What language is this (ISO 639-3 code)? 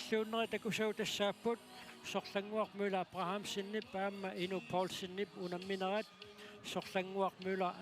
kal